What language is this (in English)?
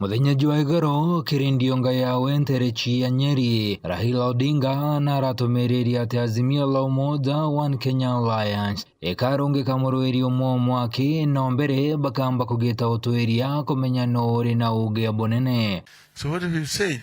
Meru